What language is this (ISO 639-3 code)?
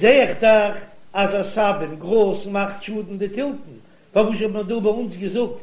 yid